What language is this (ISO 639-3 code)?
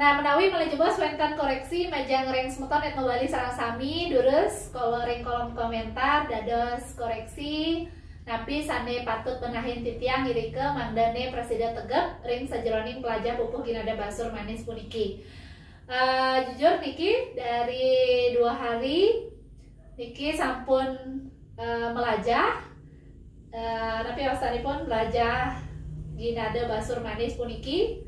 ban